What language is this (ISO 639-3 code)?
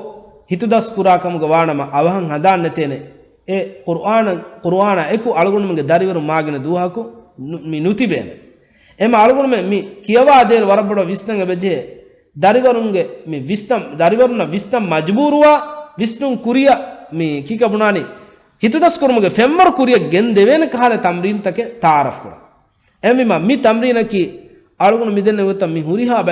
div